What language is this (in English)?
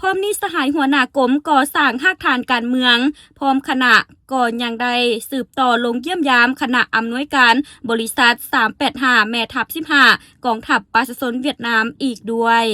Lao